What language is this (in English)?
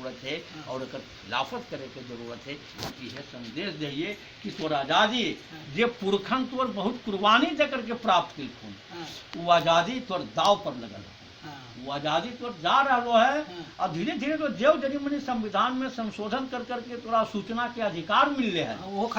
Magahi